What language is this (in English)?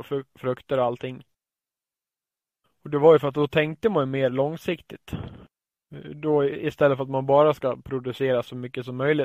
Swedish